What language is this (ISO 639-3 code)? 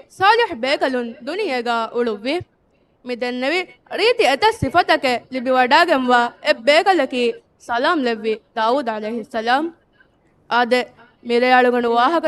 div